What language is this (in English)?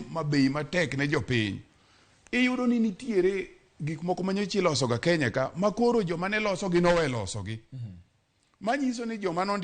Luo (Kenya and Tanzania)